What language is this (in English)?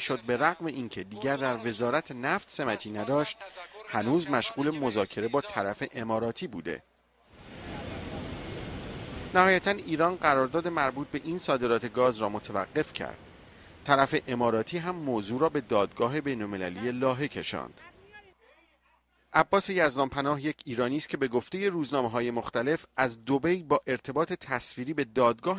Persian